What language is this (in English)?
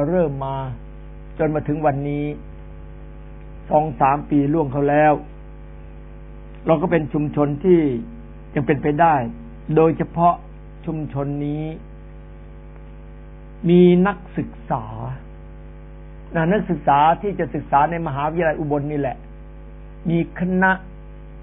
Thai